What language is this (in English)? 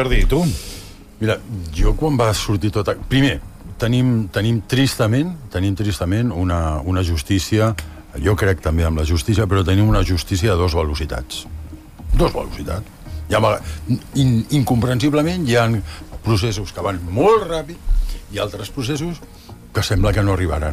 Catalan